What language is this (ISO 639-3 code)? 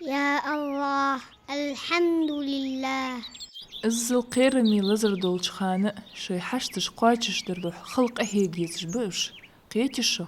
inh